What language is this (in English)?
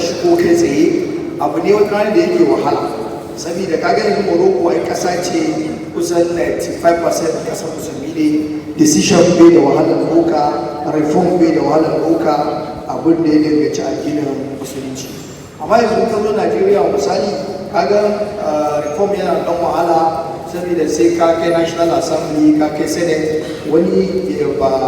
Hausa